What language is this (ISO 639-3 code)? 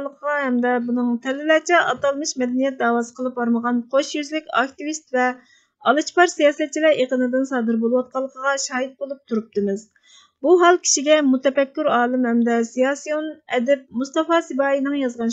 uig